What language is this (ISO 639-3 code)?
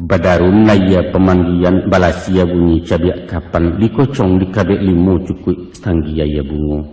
min